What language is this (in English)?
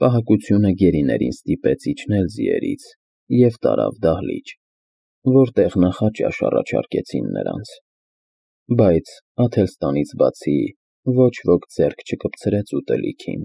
Armenian